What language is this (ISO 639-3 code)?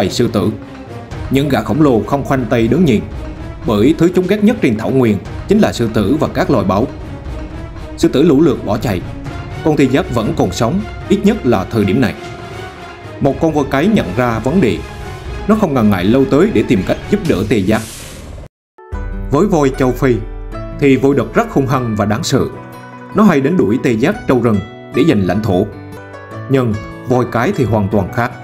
vie